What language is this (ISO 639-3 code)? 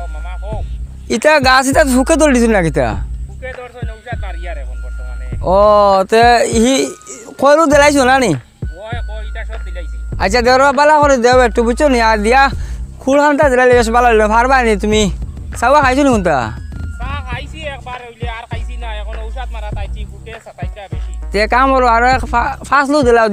syl